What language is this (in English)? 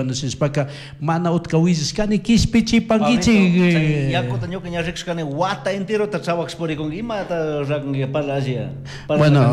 Chimborazo Highland Quichua